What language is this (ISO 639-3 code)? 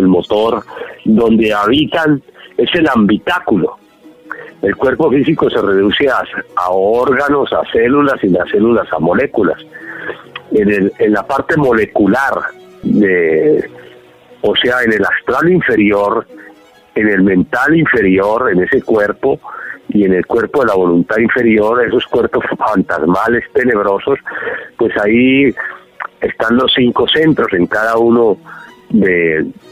spa